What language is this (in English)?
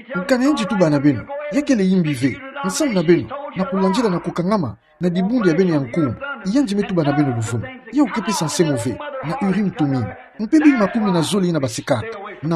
Kituba (Democratic Republic of Congo)